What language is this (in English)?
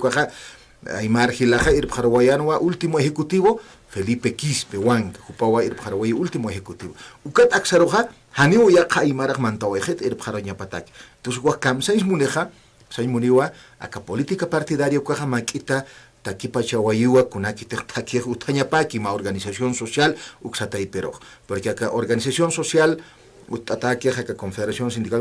Aymara